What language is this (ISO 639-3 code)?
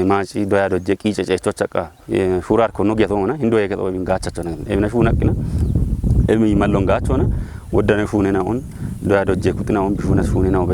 kbr